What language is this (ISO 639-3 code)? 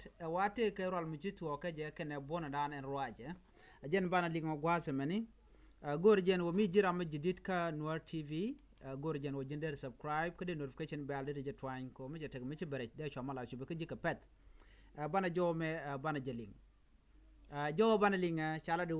nus